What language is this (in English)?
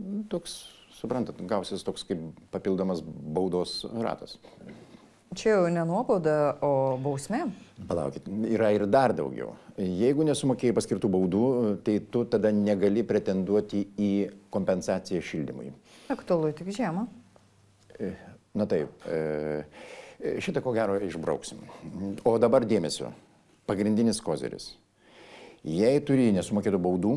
Lithuanian